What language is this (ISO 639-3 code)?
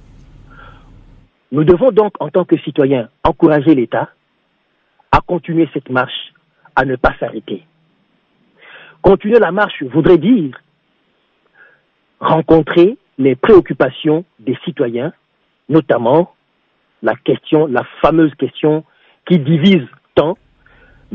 fra